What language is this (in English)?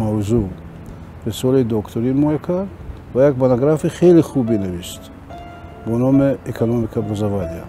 Tajik